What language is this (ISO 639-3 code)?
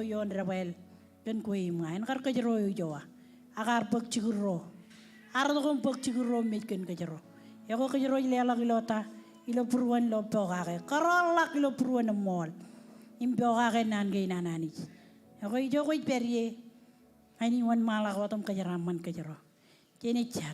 mah